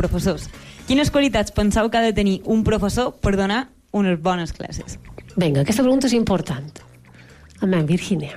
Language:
Catalan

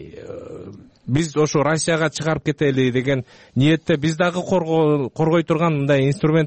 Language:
Kyrgyz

